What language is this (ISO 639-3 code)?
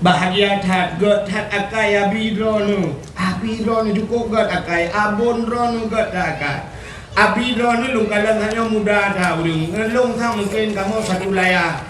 ace